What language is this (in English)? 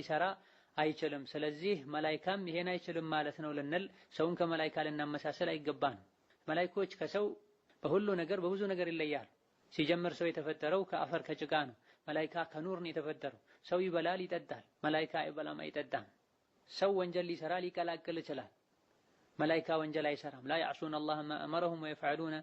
Amharic